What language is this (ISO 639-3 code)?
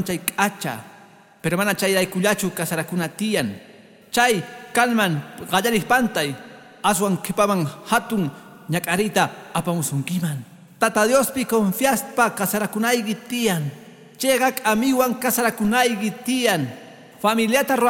que